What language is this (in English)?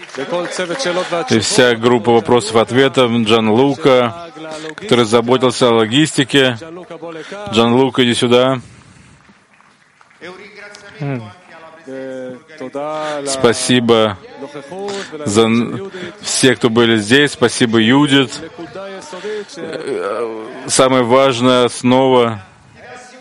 Russian